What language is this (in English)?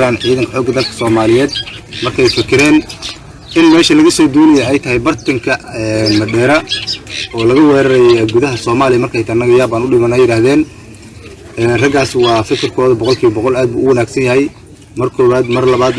Somali